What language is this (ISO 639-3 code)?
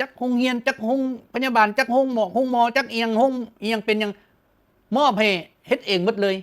lao